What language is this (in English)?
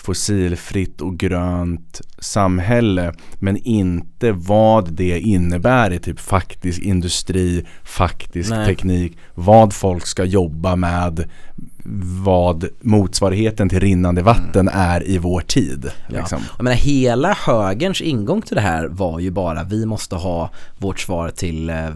Swedish